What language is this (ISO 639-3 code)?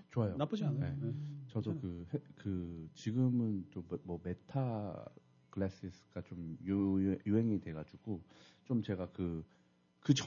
kor